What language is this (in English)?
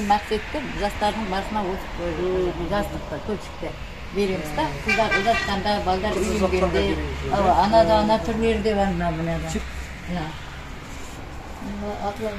Kazakh